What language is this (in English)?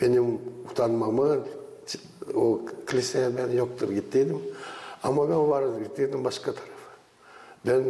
Gagauz